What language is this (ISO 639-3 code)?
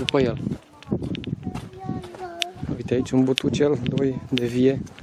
ron